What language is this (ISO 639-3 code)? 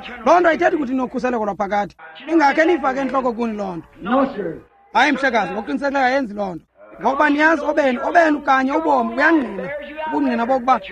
xho